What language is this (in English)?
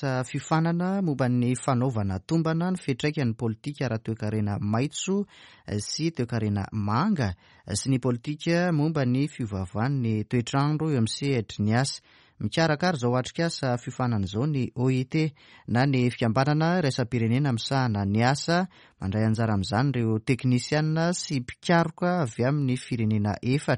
Malagasy